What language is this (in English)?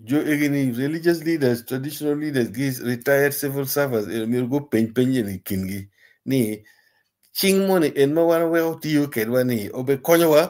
Acoli